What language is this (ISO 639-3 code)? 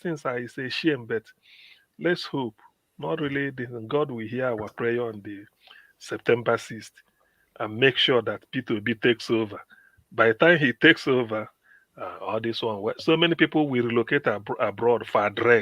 pcm